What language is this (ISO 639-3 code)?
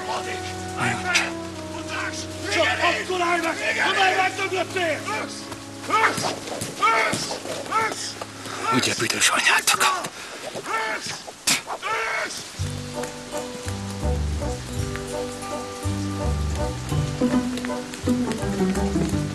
hun